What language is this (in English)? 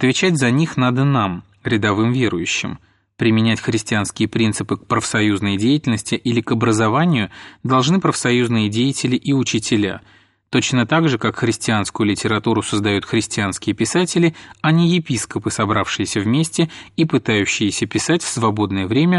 Russian